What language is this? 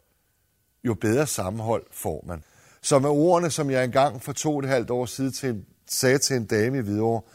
Danish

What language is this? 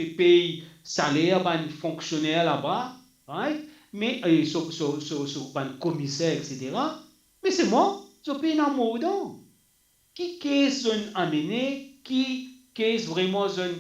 Morisyen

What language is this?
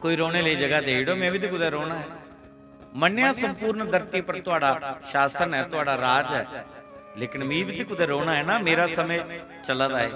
Dogri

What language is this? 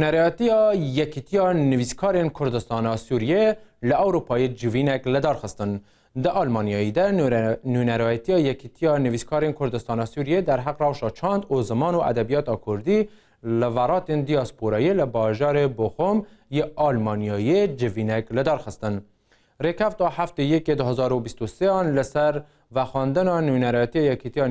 Kurdish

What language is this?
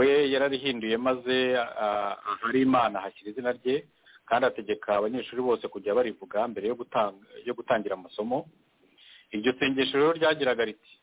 Kinyarwanda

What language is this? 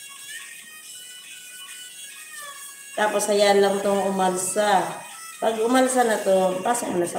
Filipino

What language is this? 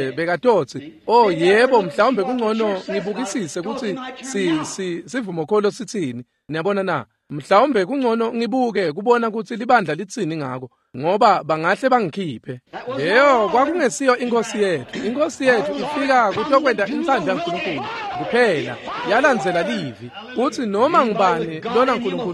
Swati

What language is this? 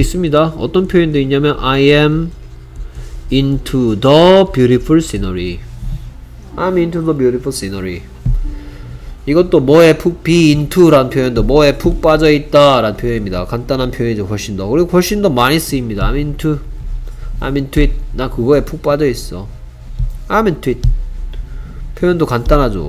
Korean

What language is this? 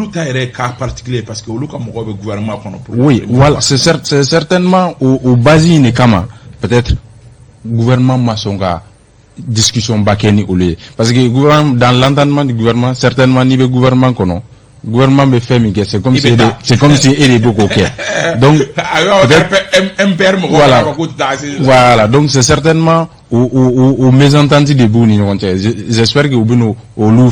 Bambara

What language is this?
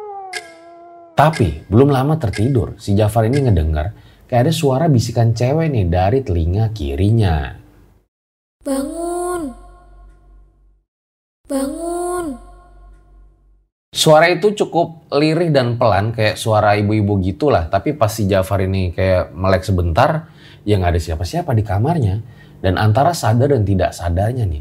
Indonesian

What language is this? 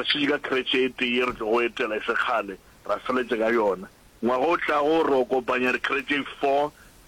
Northern Sotho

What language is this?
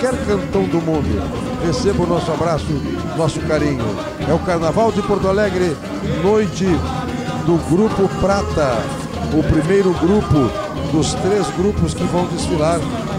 Portuguese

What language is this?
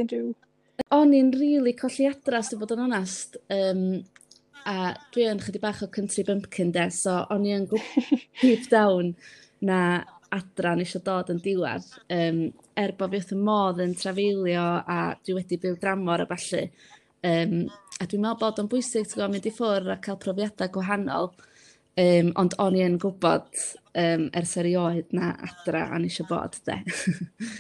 Welsh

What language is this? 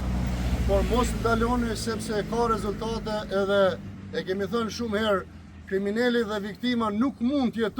Albanian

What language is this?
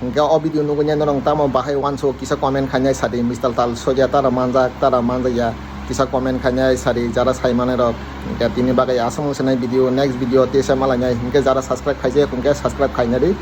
Kok Borok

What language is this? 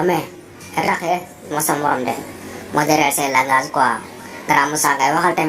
Wolof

